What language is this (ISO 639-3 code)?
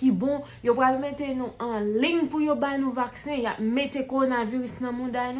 hat